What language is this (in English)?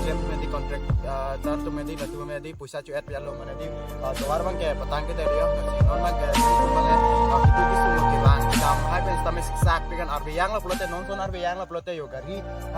Karbi